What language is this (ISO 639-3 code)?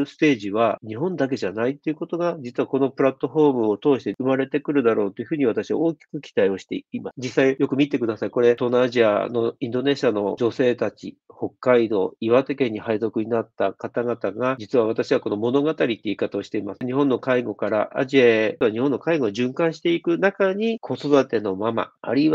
jpn